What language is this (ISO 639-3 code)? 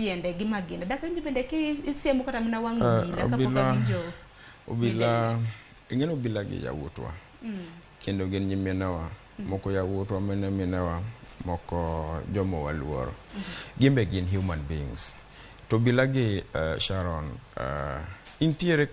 luo